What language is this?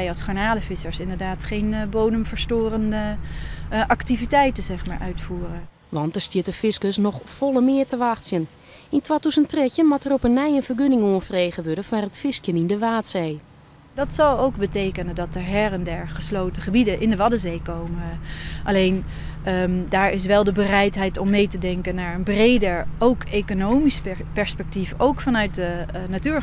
Western Frisian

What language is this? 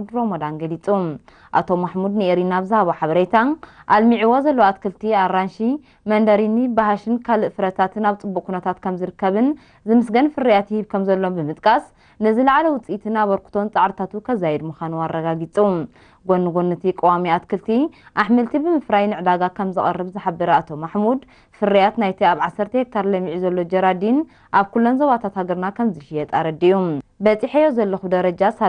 Tigrinya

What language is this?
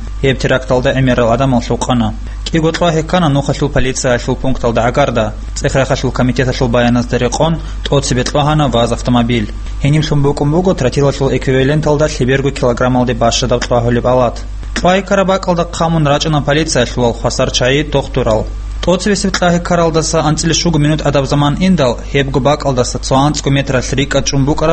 Avaric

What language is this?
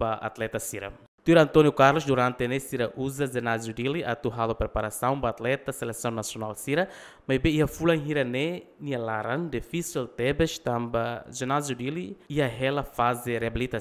Tetum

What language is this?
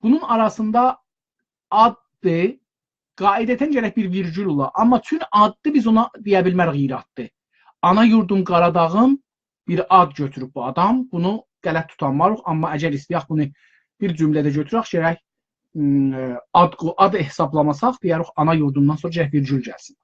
South Azerbaijani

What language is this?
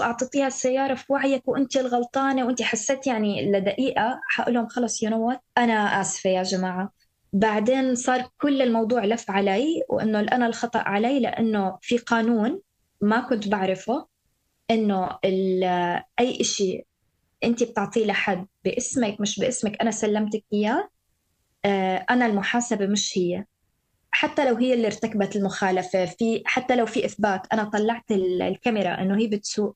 North Levantine Arabic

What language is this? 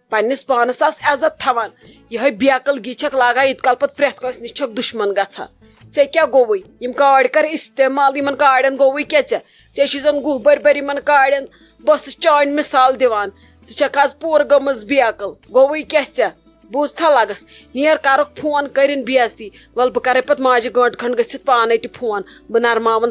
Kashmiri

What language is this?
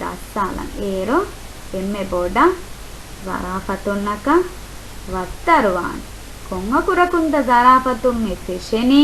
Divehi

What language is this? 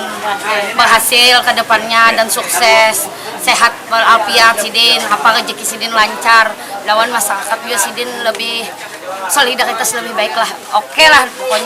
Banjar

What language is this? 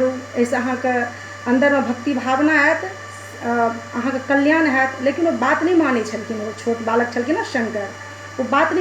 Maithili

